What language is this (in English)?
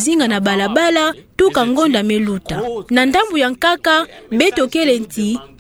Kituba (Democratic Republic of Congo)